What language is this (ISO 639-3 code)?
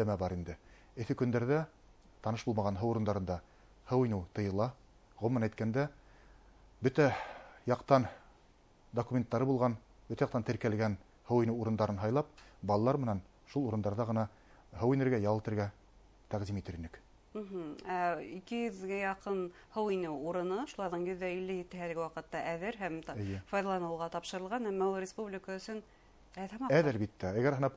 bak